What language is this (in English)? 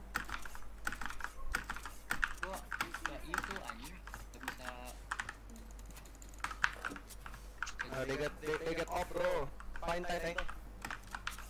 Indonesian